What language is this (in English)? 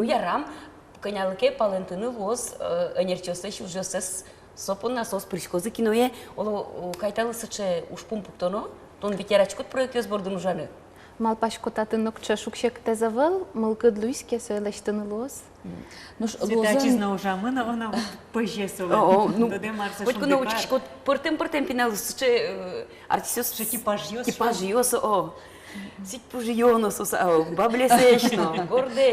Udmurt